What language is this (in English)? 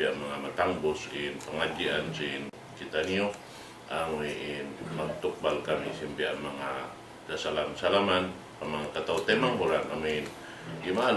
Tausug